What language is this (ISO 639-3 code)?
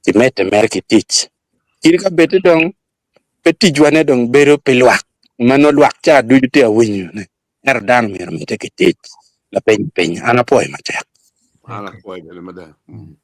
ach